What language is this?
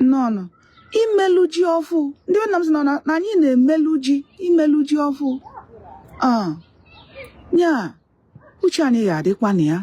Igbo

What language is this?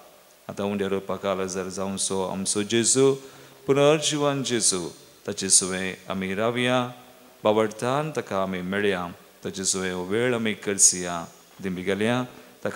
Konkani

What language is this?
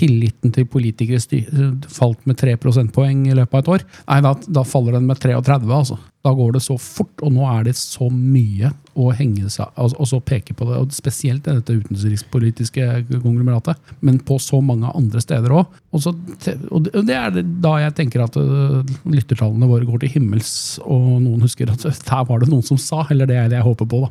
Norwegian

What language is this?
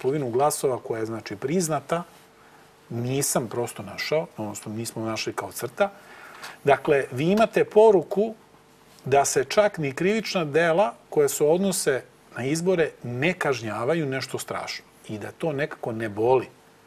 Serbian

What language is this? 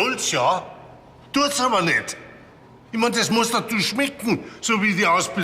Bavarian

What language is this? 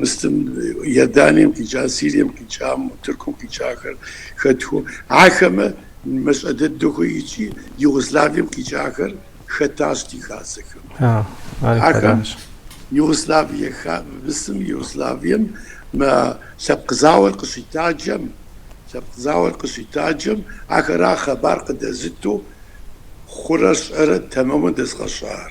Kabardian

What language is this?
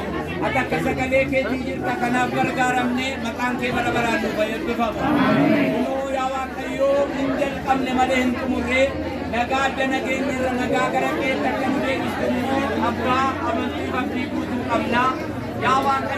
Oromo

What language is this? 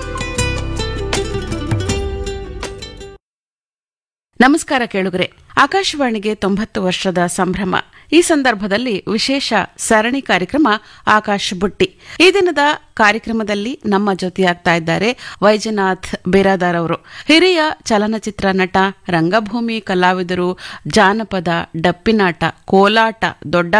Kannada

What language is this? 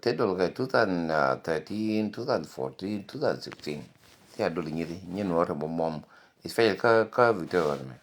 Nuer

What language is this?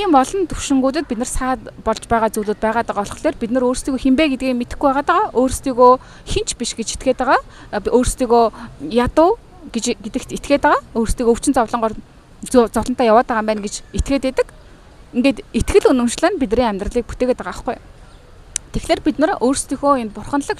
Mongolian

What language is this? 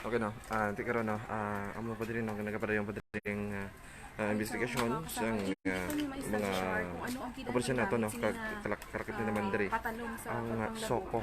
Hiligaynon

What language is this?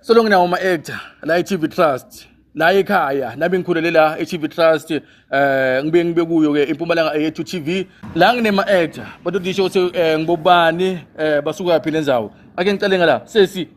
Zulu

